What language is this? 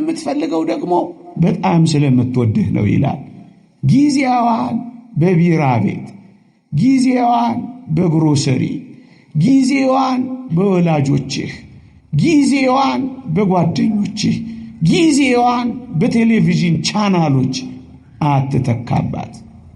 Amharic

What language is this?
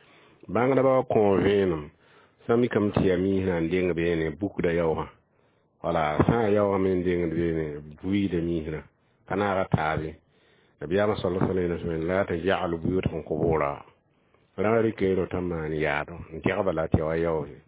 Mossi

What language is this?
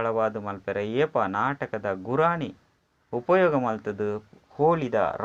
Tulu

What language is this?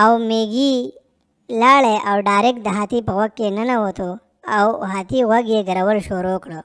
Pashto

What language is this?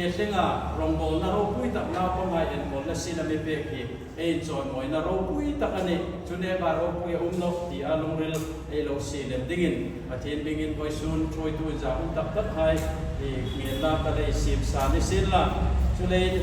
Hmar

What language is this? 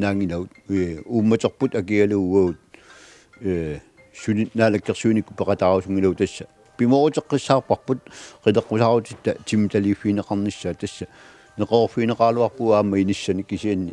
Kalaallisut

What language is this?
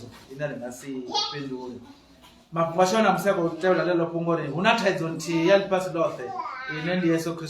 Venda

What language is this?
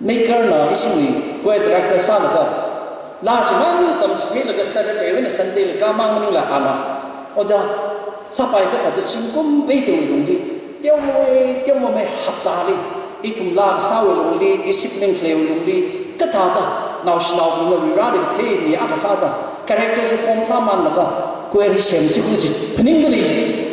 Tangkhul Naga (India)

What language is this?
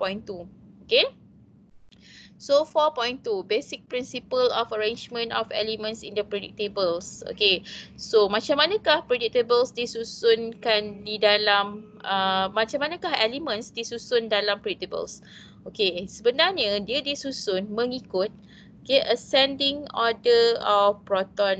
Malay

